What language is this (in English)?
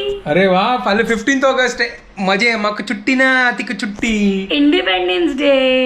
Konkani